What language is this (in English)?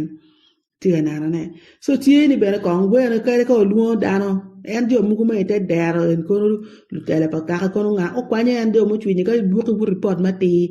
Acoli